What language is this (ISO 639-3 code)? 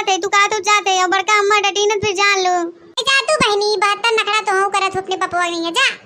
awa